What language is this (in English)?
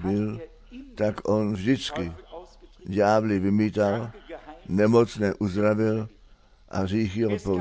Czech